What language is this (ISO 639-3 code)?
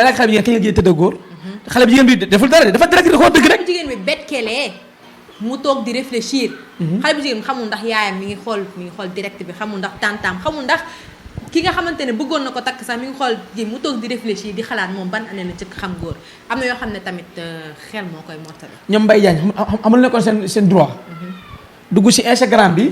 wol